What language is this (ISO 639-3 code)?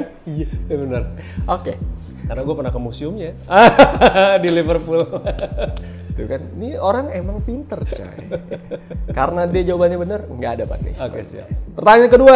ind